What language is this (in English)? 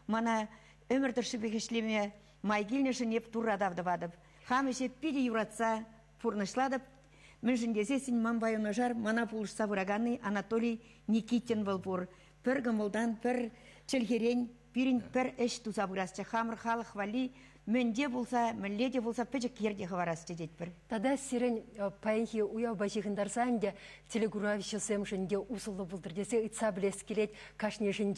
Chuvash